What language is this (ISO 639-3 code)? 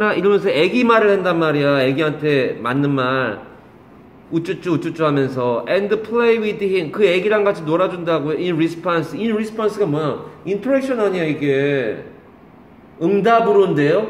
kor